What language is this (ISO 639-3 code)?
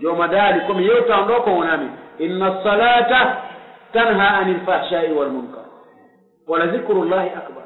fuf